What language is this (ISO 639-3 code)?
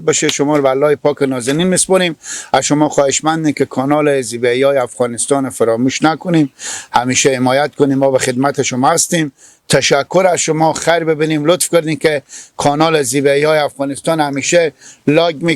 fas